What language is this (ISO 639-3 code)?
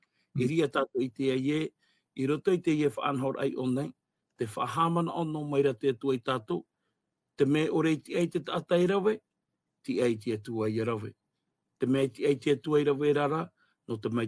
tah